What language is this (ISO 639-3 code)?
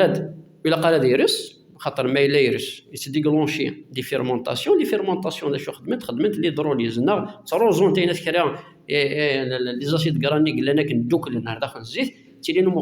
kab